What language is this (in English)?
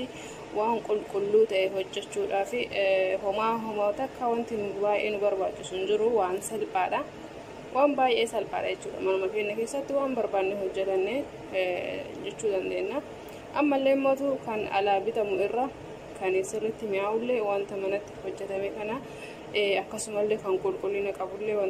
Oromo